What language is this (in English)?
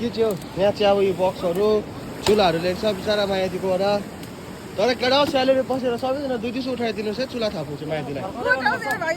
Nepali